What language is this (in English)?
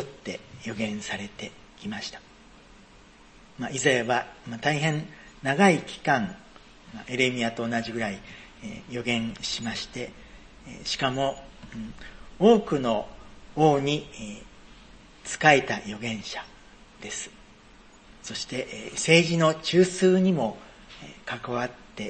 Japanese